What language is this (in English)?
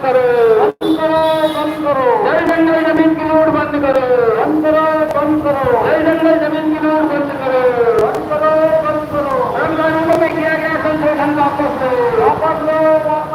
Chhattisgarhi